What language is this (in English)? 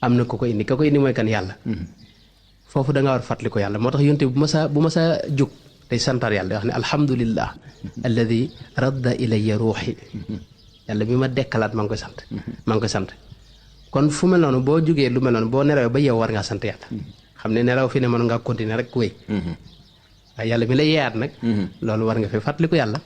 Wolof